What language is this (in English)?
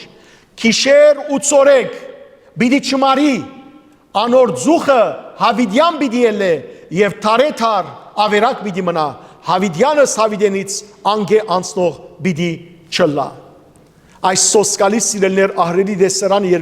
Western Armenian